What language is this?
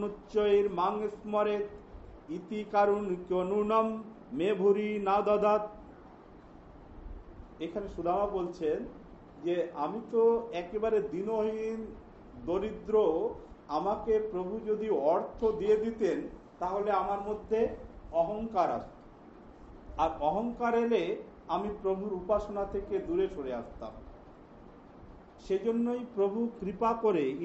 Bangla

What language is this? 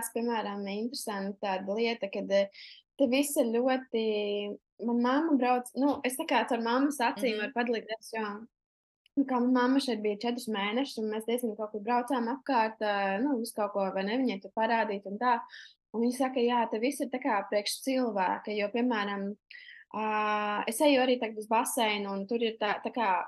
Latvian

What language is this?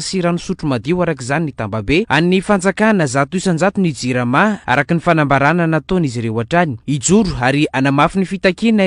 Malagasy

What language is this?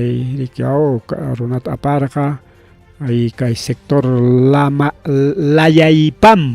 Ayacucho Quechua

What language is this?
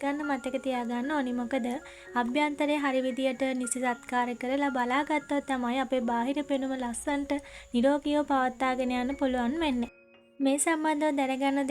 Sinhala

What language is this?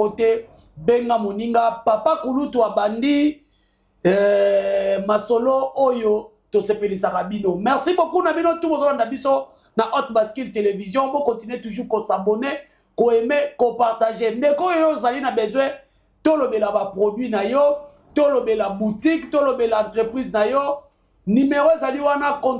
Lingala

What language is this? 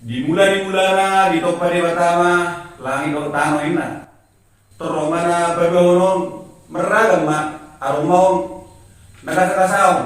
Batak Toba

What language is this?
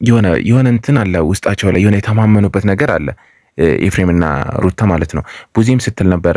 Amharic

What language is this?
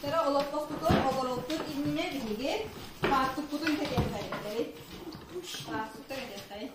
Yakut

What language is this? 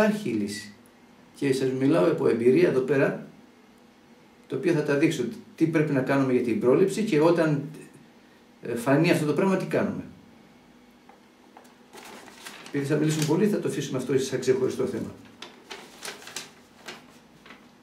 Greek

